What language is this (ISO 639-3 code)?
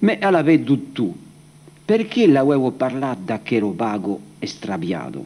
oci